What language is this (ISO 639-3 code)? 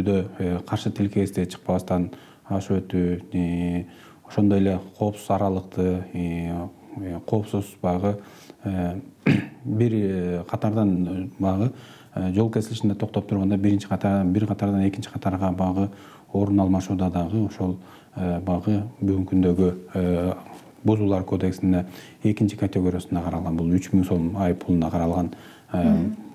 kir